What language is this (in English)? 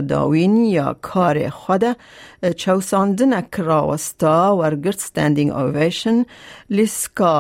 Kurdish